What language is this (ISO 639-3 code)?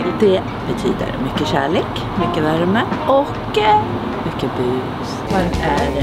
swe